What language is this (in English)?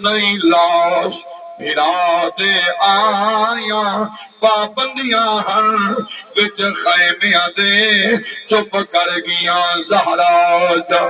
Saraiki